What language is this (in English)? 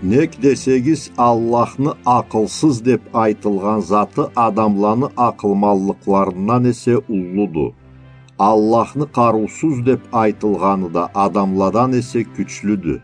Karachay-Balkar